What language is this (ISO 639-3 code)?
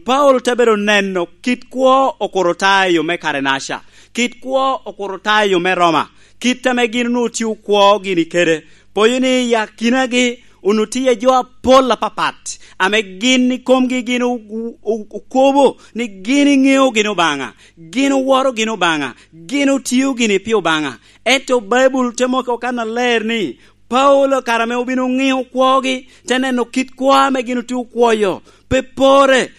laj